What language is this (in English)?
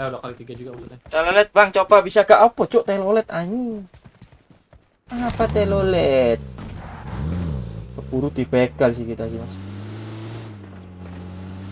Indonesian